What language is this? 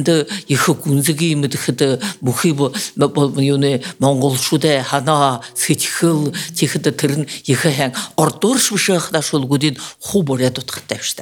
Buriat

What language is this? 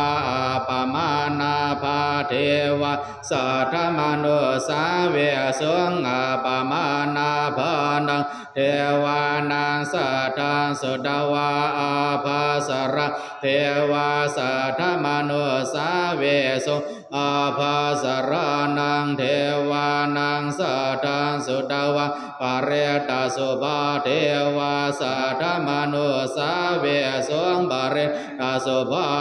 Pali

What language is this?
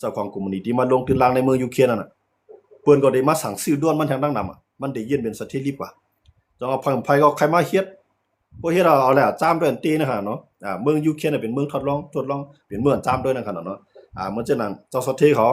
Shan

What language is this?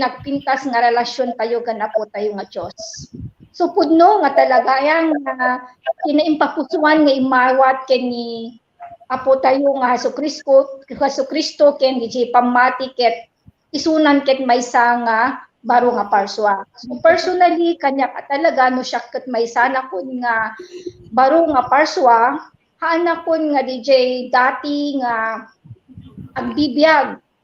Iloko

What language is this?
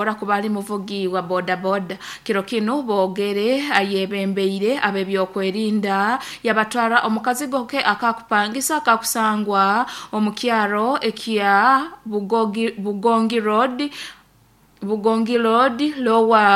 Nyoro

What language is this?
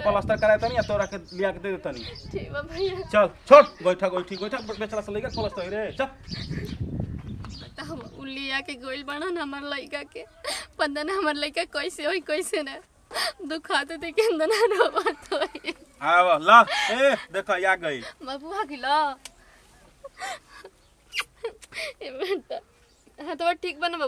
Bhojpuri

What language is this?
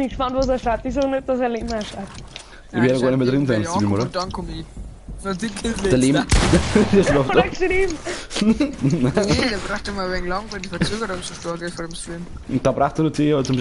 Bavarian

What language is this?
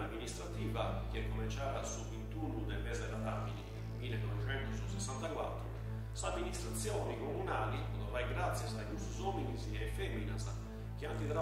Sardinian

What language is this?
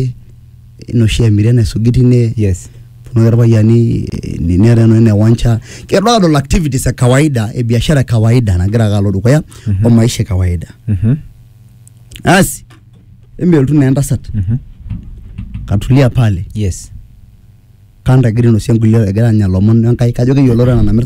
Masai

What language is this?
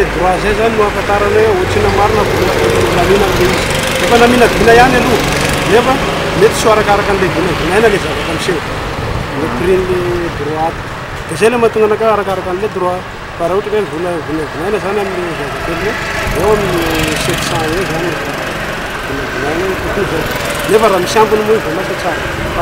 Malagasy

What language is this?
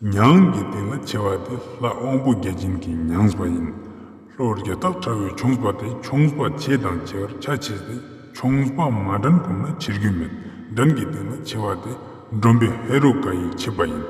Ladakhi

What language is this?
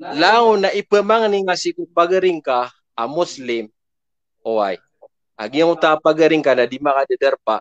Maranao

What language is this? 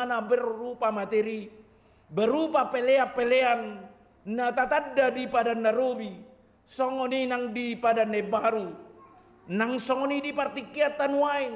Batak Toba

